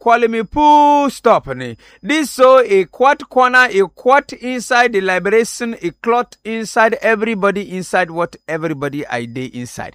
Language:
Nigerian Pidgin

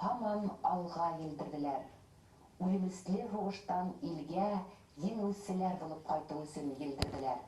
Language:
Bashkir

